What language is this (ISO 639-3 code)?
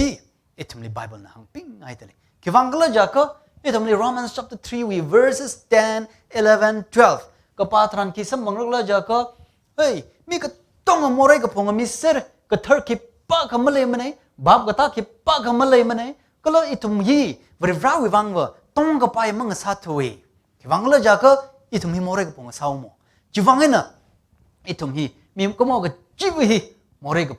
nmf